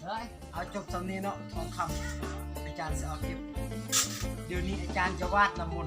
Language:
Lao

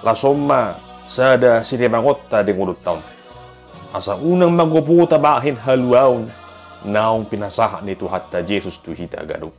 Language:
Batak Toba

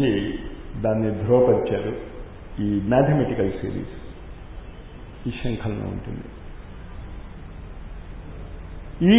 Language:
Telugu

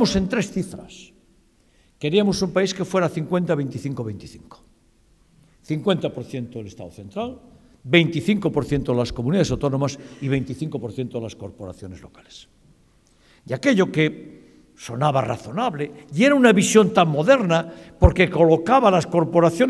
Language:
Spanish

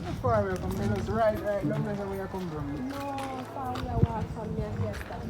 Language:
Jamaican Creole English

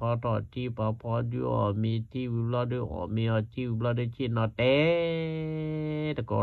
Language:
S'gaw Karen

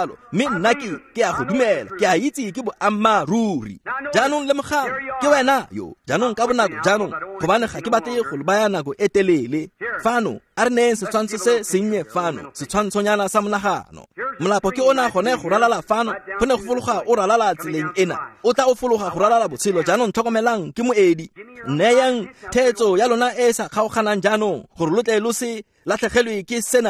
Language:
Tswana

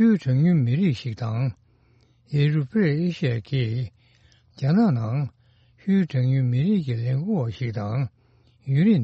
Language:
Tibetan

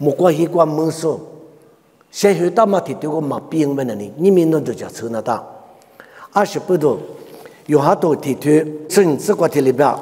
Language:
Lisu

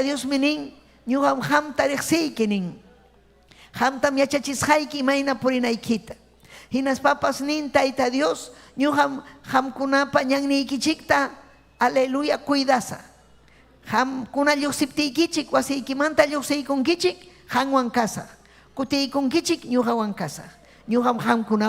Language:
Ayacucho Quechua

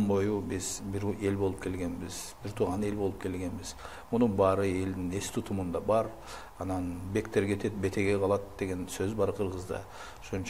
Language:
Kyrgyz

